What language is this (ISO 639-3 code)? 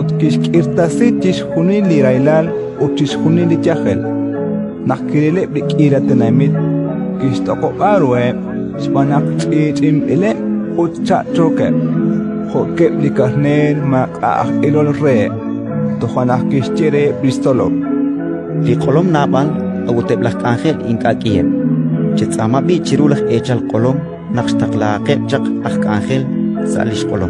kek